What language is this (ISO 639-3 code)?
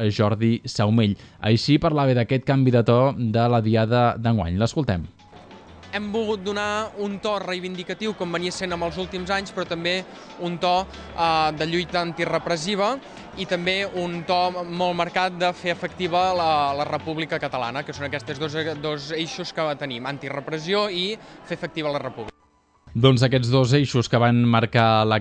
cat